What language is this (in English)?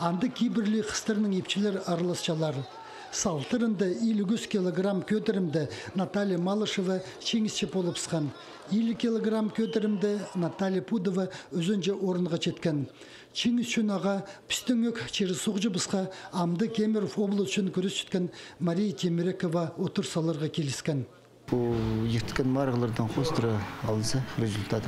Khakas